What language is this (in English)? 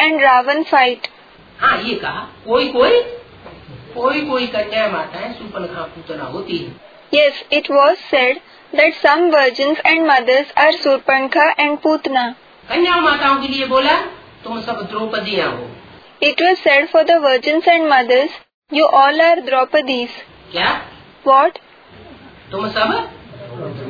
Hindi